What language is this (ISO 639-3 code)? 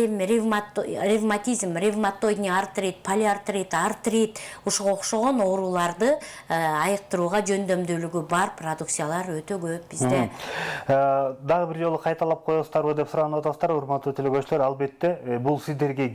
kir